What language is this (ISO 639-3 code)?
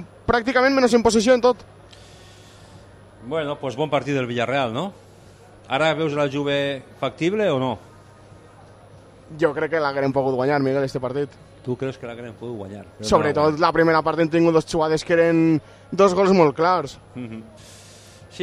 cat